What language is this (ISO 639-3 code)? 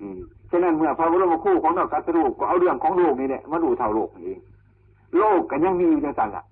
tts